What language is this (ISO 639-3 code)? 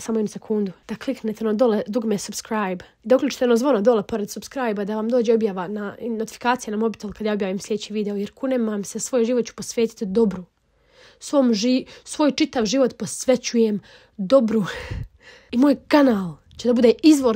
bos